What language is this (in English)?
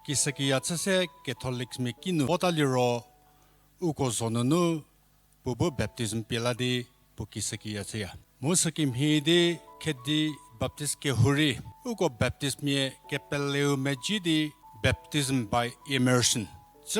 Angami Naga